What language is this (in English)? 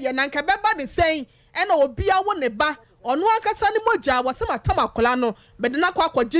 Akan